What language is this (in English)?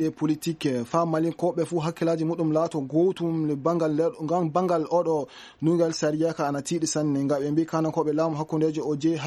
Fula